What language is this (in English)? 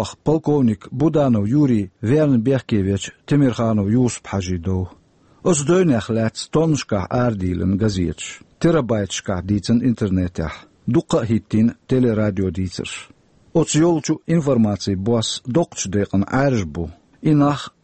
Chechen